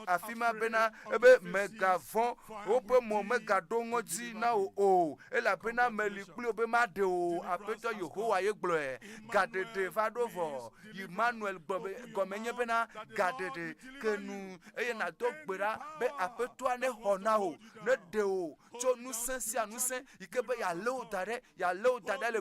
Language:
Ewe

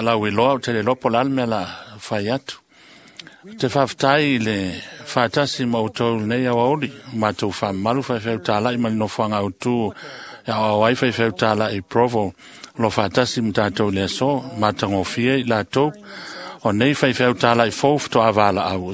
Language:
Samoan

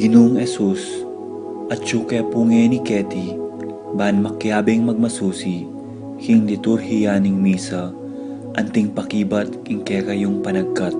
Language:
Pampanga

